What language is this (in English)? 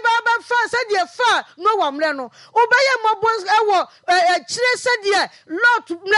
Akan